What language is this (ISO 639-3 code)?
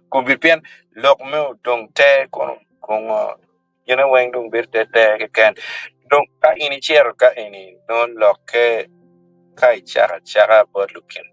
ach